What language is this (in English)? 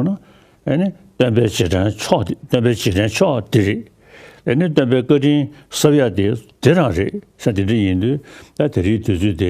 Tibetan